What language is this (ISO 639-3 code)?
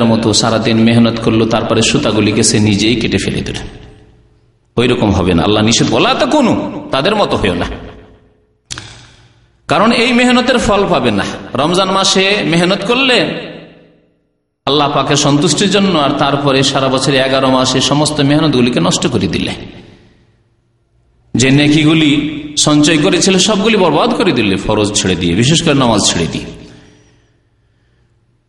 ben